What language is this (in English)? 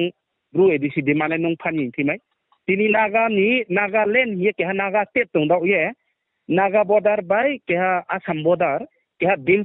Riang (India)